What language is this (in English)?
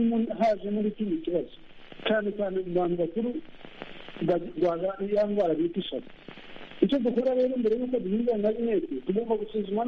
Kinyarwanda